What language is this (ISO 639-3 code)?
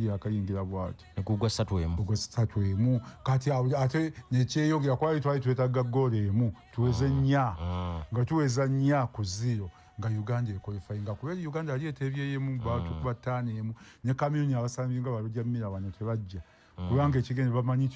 lug